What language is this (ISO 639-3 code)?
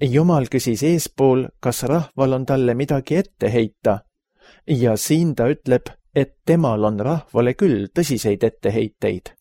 est